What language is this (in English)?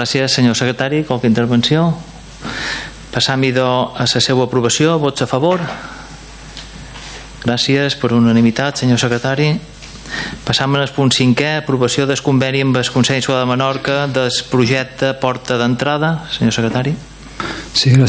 Catalan